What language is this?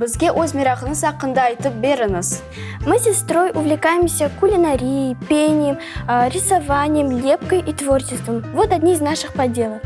Crimean Tatar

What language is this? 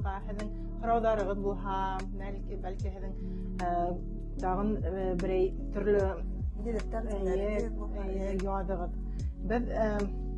Bashkir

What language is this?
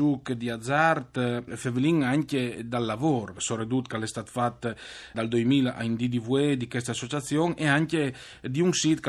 Friulian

